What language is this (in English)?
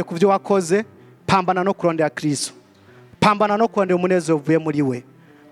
Rundi